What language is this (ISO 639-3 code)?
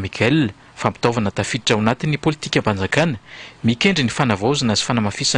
mlg